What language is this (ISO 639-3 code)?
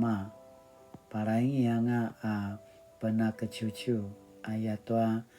pwn